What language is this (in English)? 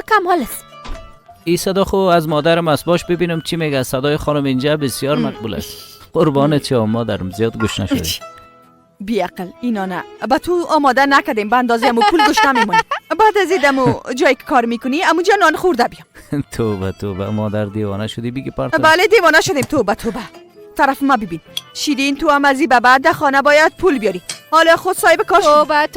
Persian